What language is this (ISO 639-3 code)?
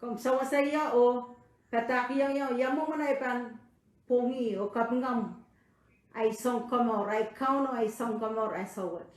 pon